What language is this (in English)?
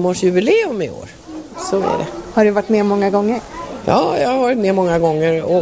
Swedish